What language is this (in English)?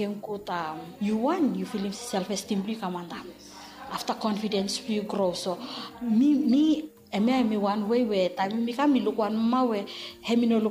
Bislama